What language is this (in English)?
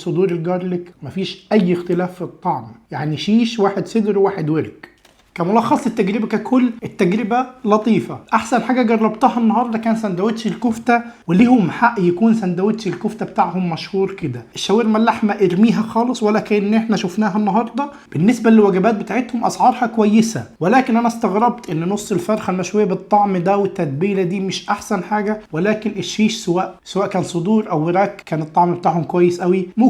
Egyptian Arabic